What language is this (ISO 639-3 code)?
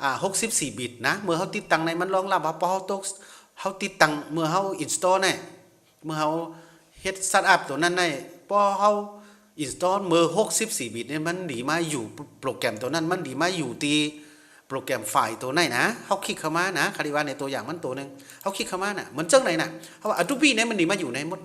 shn